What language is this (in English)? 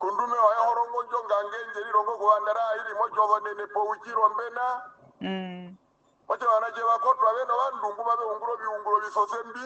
Herero